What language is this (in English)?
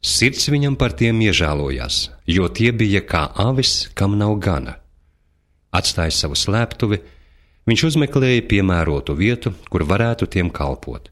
Latvian